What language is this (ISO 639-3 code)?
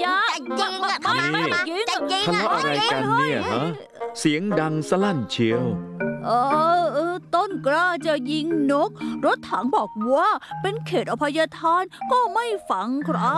tha